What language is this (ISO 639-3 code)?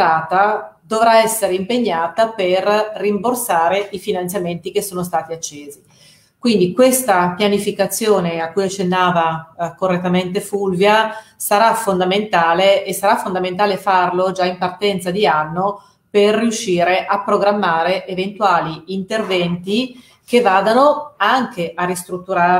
ita